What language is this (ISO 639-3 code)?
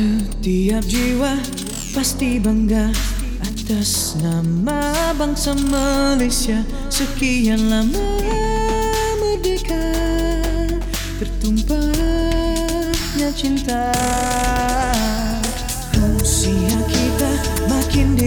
msa